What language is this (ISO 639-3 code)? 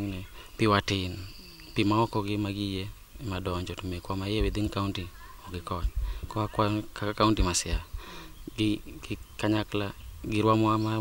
luo